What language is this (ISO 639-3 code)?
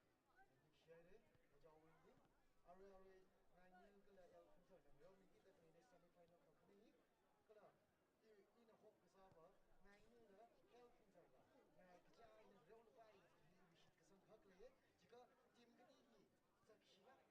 nmf